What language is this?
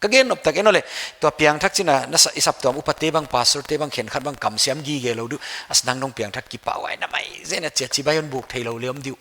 Paite Chin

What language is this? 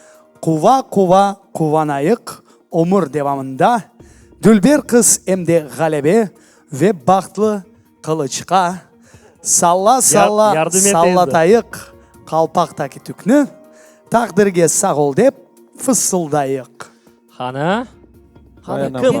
Crimean Tatar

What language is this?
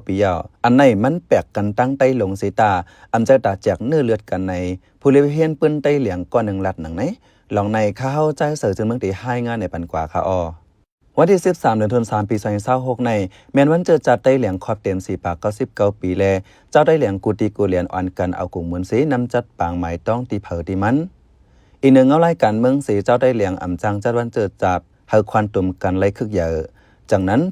Shan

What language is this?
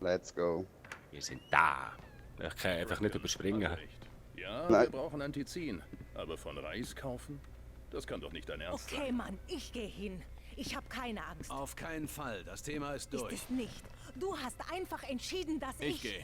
Swiss German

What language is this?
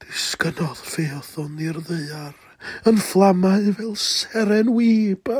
Welsh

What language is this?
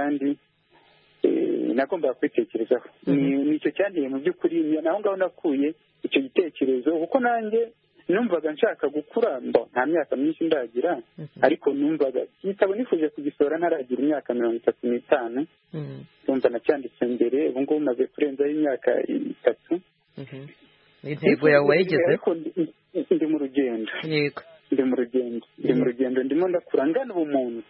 Kinyarwanda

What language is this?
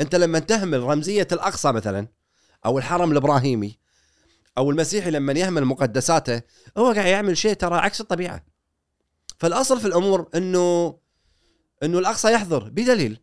Gulf Arabic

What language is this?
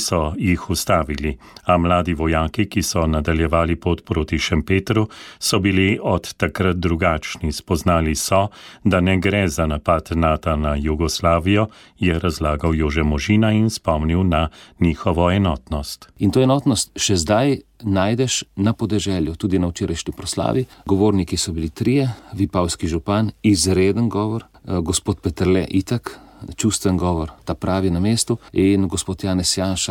Slovenian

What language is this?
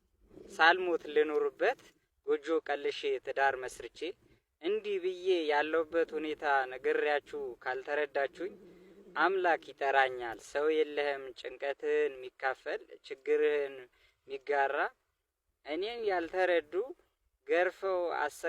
Amharic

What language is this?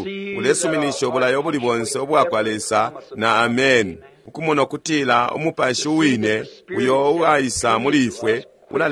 Bemba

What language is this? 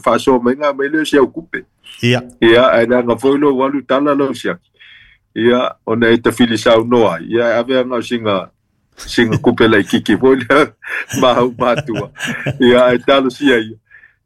Samoan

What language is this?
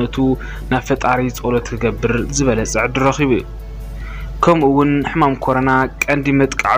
Tigrinya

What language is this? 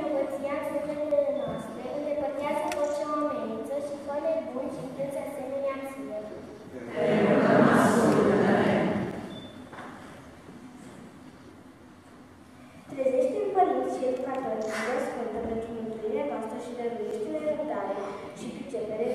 Romanian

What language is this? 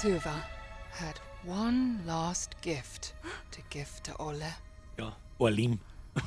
Bavarian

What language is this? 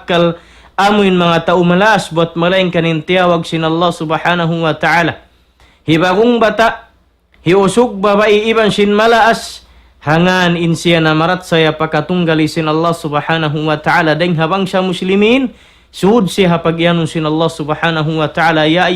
Tausug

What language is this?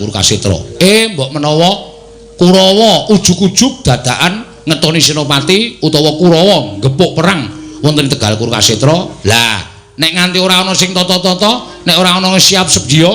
Javanese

